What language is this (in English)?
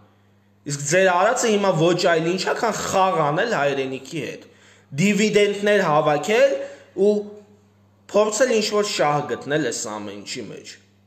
Armenian